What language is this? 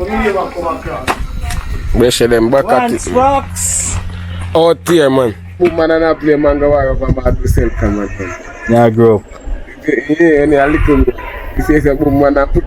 Jamaican Creole English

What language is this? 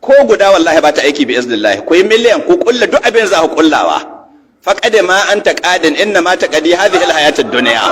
Hausa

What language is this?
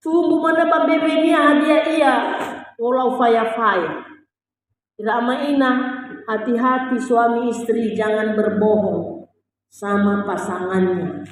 Nias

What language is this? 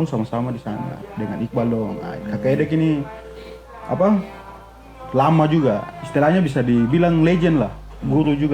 Ambonese Malay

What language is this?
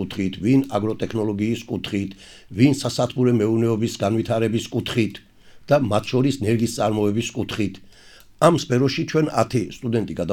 Georgian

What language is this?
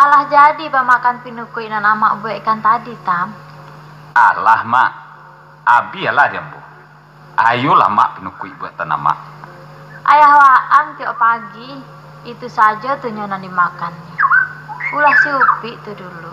Minangkabau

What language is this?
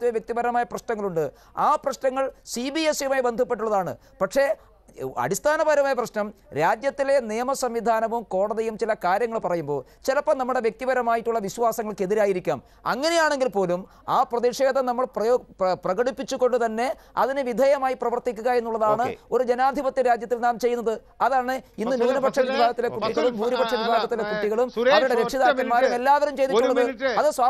Malayalam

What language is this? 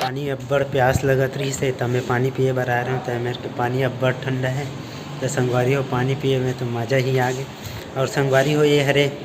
Chhattisgarhi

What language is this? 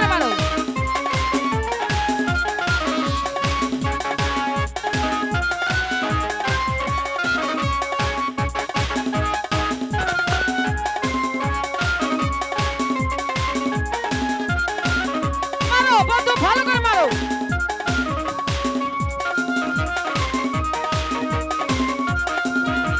Bangla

